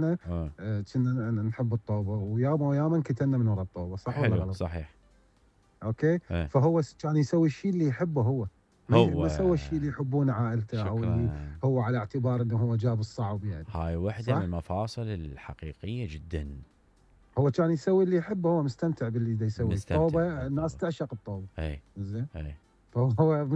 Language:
Mesopotamian Arabic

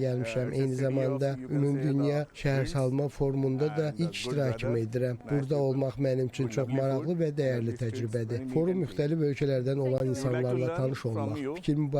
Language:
Azerbaijani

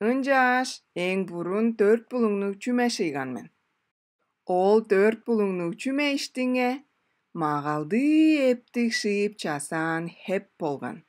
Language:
Tuvinian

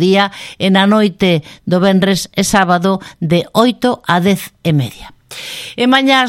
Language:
Galician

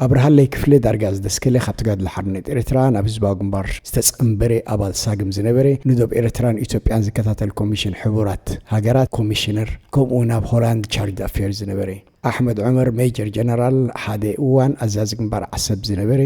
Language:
Tigrinya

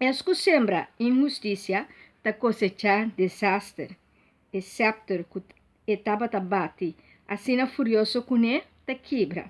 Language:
Papiamento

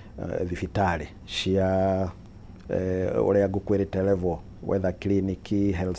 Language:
Kikuyu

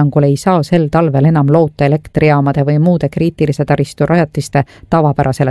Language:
Estonian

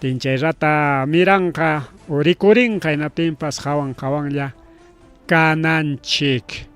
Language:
Ayacucho Quechua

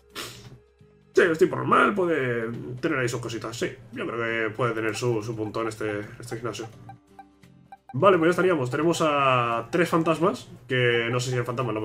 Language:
Spanish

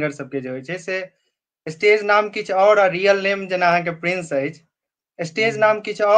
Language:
Maithili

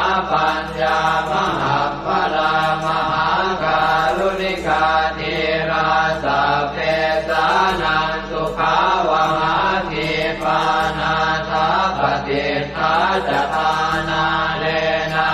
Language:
Pali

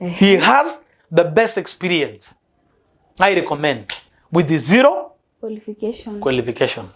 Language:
Masai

